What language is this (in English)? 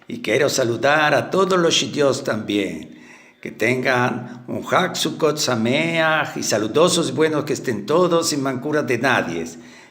Ladino